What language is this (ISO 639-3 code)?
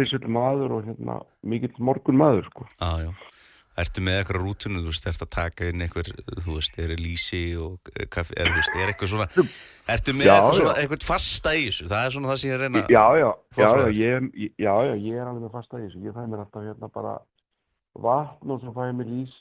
isl